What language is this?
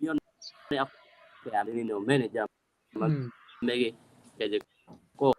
Acoli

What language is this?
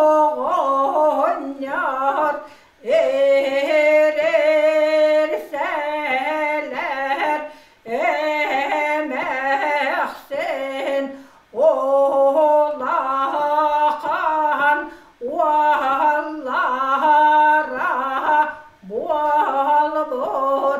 Yakut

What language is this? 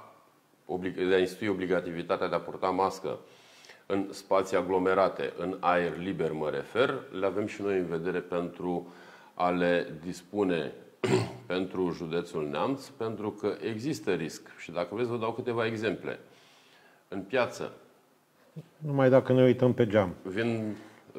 Romanian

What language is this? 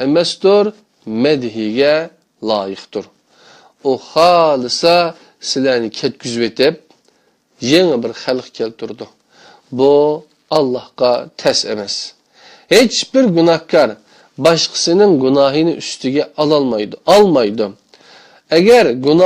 Uyghur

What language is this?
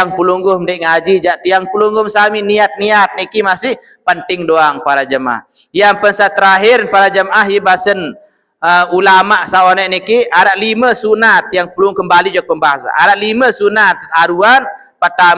Sasak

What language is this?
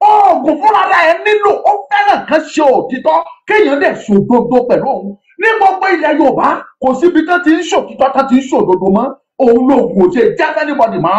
Yoruba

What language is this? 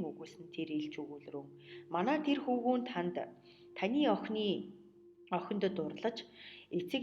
Mongolian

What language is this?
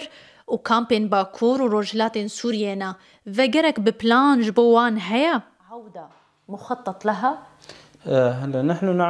Kurdish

